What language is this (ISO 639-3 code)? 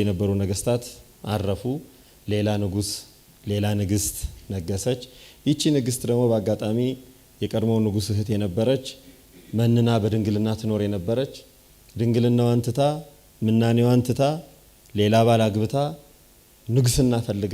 amh